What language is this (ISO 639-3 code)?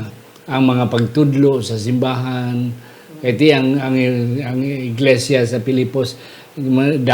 hil